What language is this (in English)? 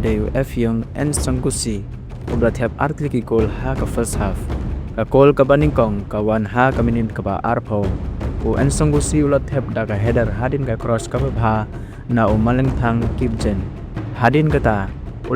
Khasi